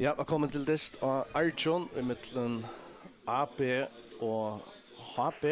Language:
Faroese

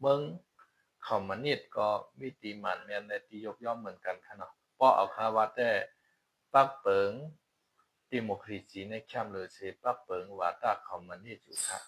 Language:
Shan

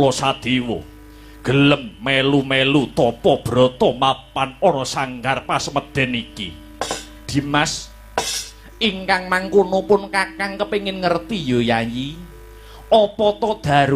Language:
Javanese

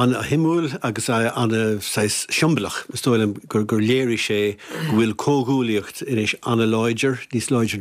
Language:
Irish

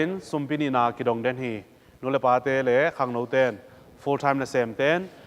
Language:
Tedim Chin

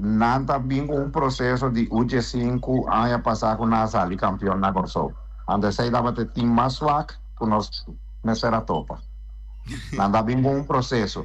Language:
Papiamento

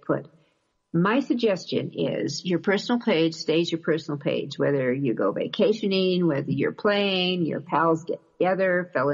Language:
English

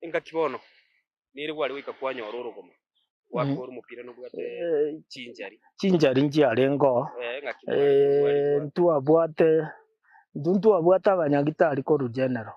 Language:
Gusii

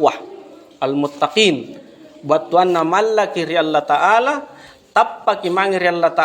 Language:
Makasar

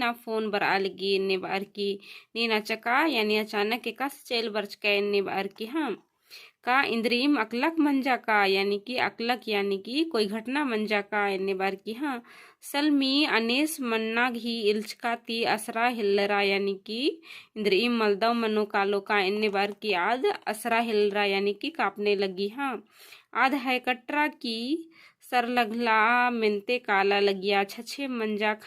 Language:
Kurukh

